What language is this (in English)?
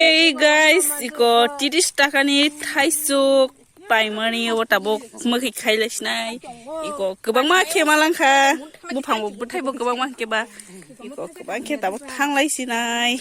Kok Borok